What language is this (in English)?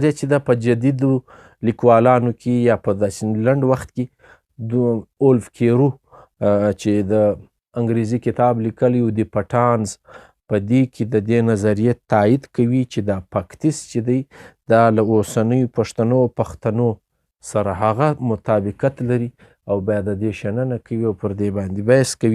Pashto